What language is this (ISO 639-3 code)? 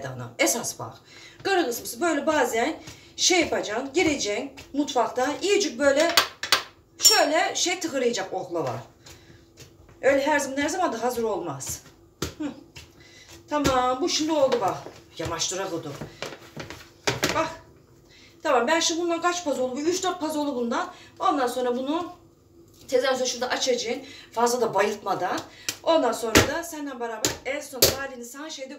tur